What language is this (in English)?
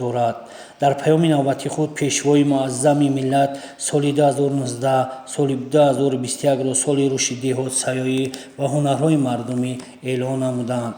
Tajik